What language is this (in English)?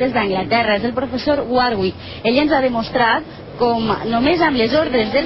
Catalan